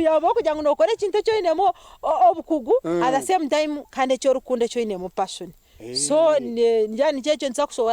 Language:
Nyankole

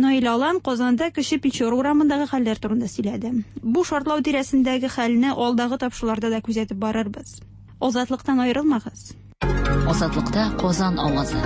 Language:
Tatar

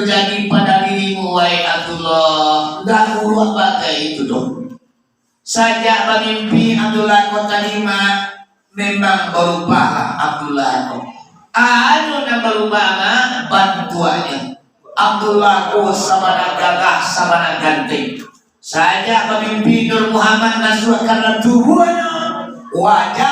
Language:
Minangkabau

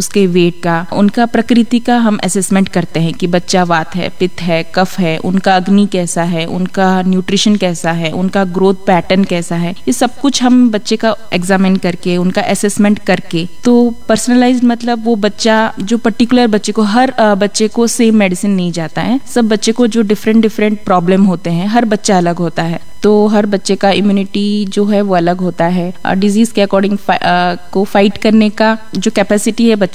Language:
Hindi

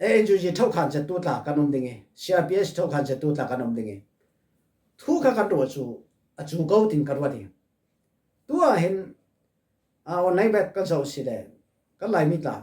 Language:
Falam Chin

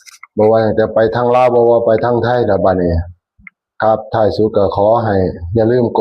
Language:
Northeastern Thai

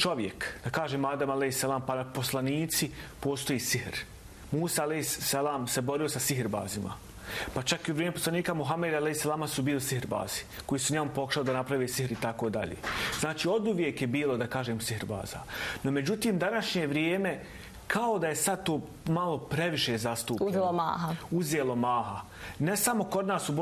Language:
Bosnian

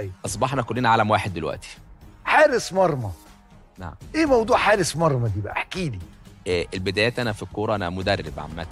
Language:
Egyptian Arabic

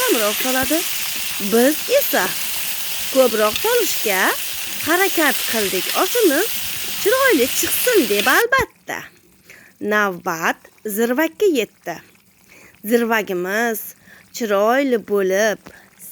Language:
Uzbek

